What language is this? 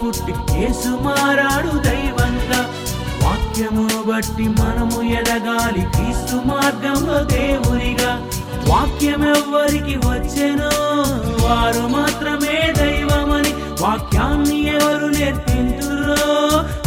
Telugu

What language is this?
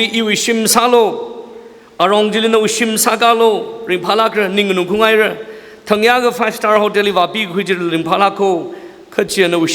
Tangkhul Naga (India)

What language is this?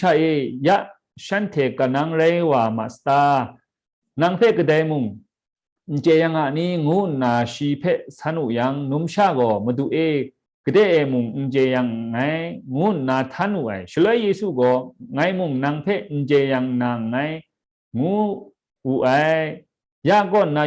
Kachin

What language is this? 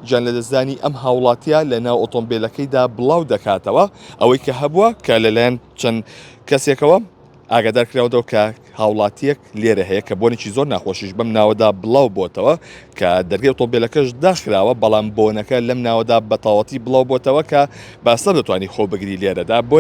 Central Kurdish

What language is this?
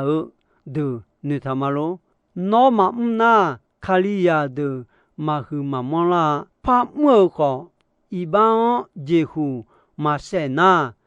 Akha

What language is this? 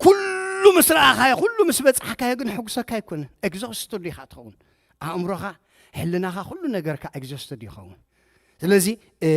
Tigrinya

